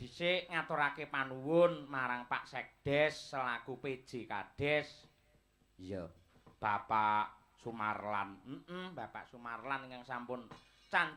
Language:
Javanese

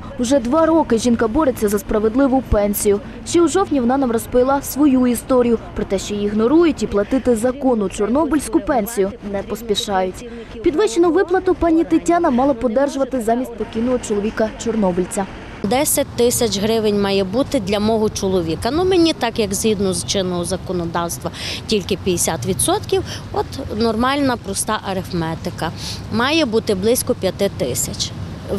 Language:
Ukrainian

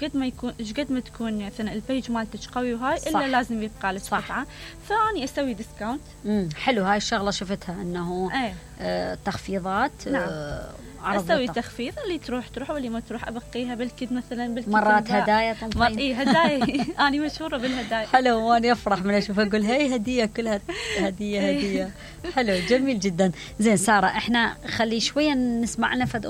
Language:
Mesopotamian Arabic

